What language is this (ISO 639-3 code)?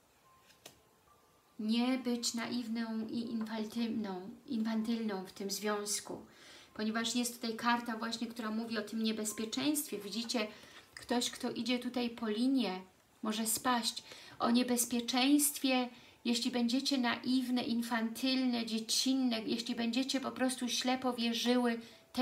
pol